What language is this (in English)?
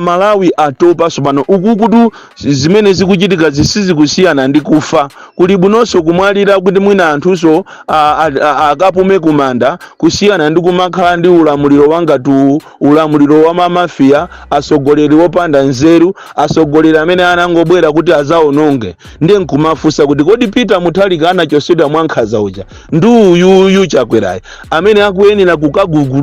Nyanja